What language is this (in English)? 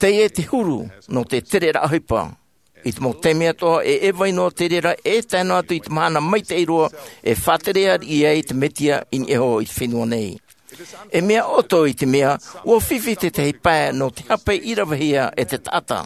Tahitian